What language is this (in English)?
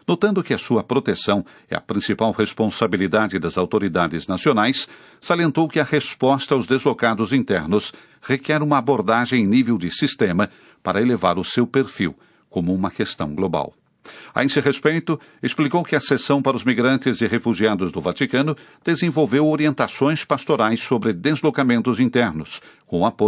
Portuguese